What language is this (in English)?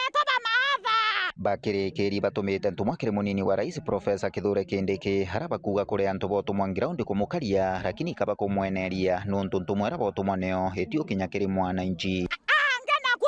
Meru